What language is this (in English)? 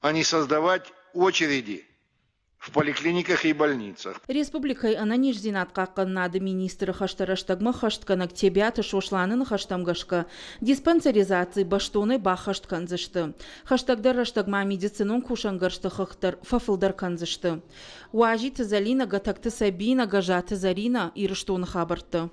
Ossetic